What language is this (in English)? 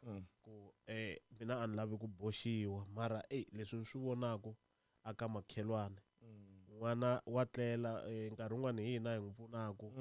Tsonga